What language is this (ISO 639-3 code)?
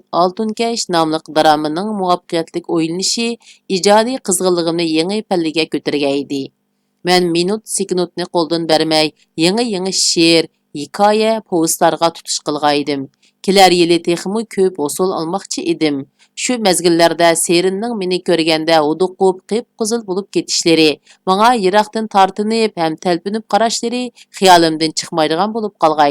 uig